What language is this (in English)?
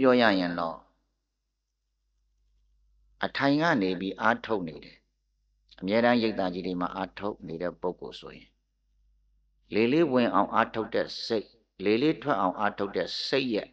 Burmese